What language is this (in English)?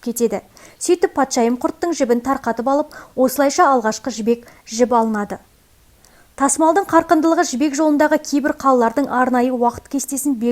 Kazakh